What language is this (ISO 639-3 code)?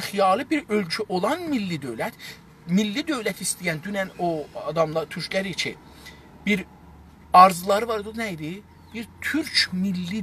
azb